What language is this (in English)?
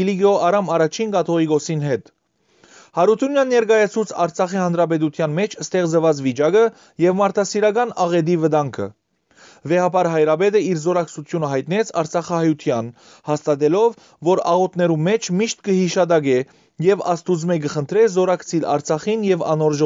Western Armenian